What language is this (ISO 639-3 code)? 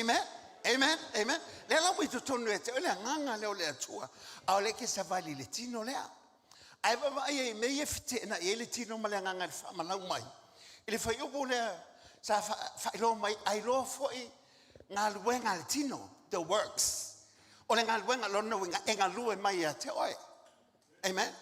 smo